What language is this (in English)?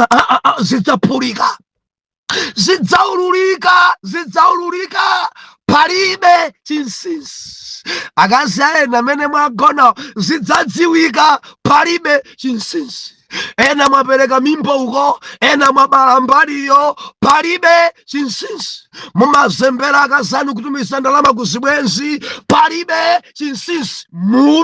Nyanja